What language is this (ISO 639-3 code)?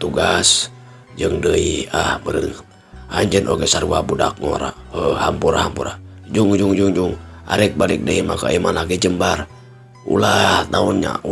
sun